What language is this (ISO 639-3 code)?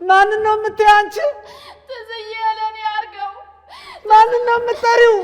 amh